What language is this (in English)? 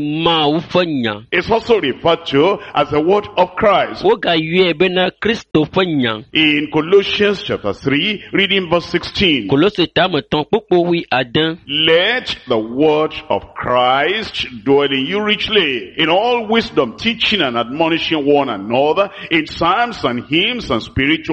Ewe